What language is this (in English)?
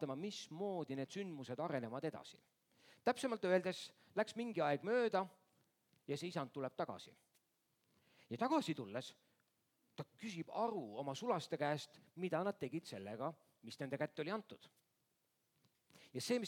Estonian